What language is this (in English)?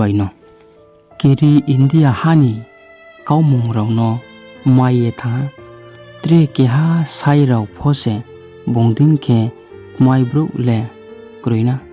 Riang (India)